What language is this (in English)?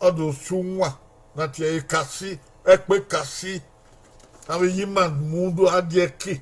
Bini